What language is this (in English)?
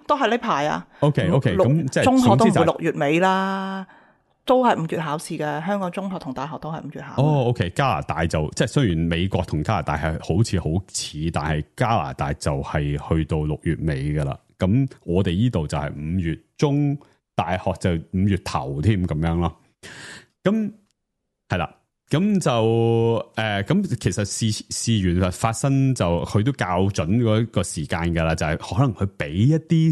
Cantonese